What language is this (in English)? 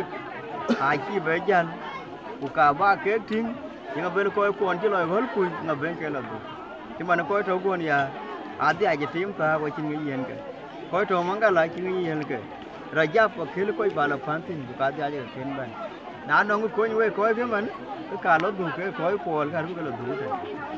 Dinka